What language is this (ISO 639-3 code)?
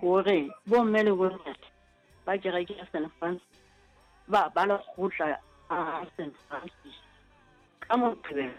sot